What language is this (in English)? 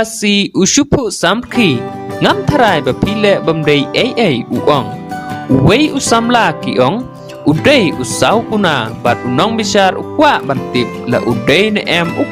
Khasi